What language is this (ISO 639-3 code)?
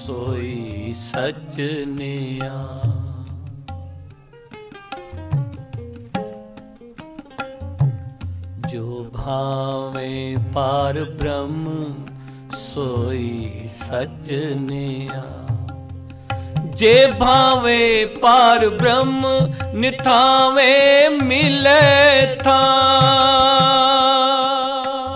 pan